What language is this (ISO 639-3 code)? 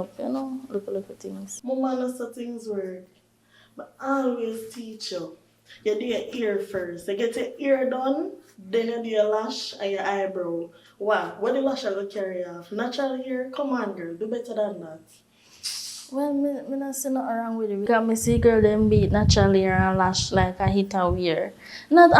jam